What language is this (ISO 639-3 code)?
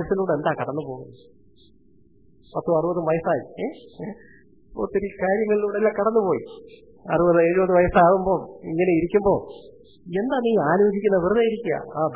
mal